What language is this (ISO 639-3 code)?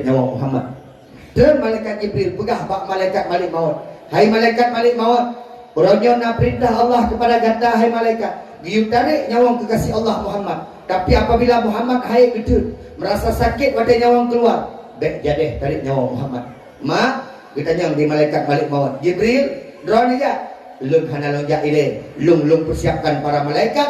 ace